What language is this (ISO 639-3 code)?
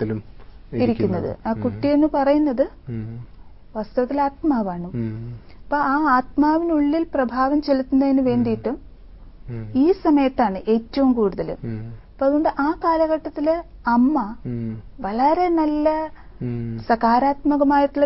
mal